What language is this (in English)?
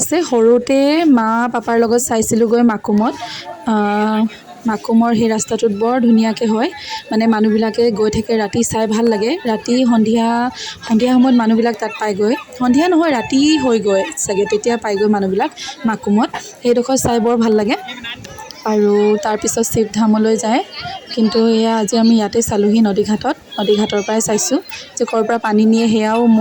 Assamese